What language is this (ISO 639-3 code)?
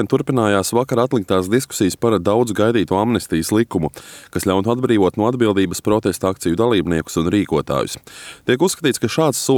lav